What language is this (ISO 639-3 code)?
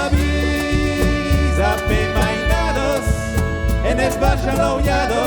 oci